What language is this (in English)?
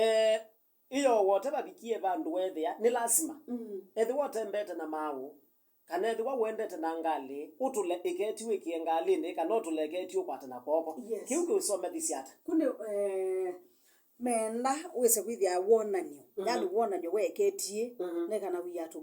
Kamba